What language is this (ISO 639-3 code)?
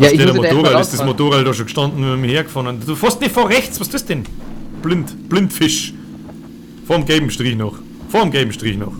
bar